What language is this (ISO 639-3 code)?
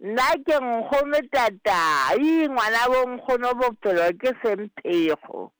sot